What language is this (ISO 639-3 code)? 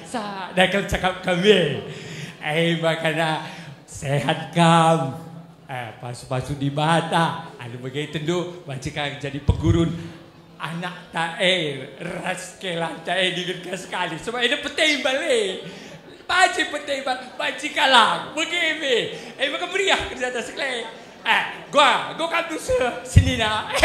btx